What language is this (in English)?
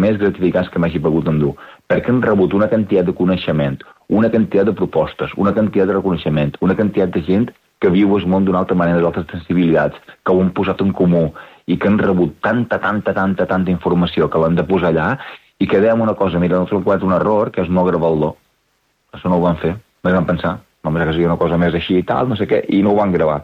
Catalan